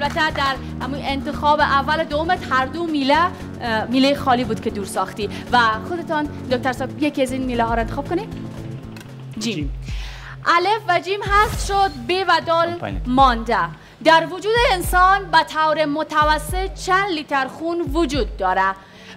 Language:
Persian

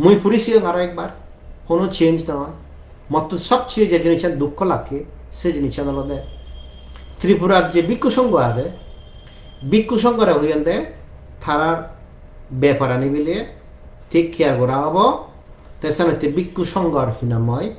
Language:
Chakma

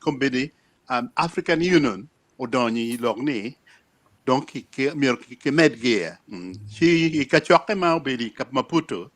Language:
Acoli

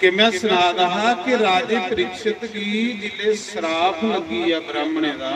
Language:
Dogri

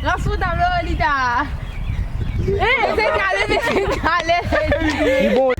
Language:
Morisyen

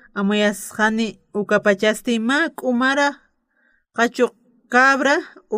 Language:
Aymara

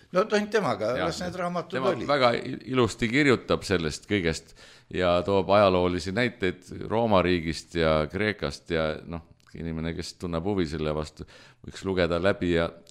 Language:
Estonian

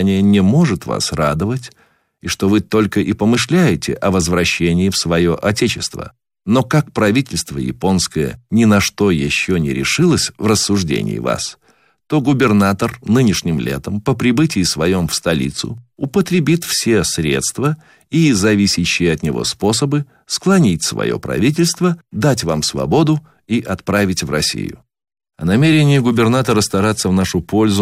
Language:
Russian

